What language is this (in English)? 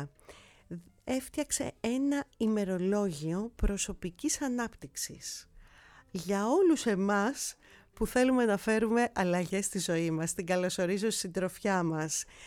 Greek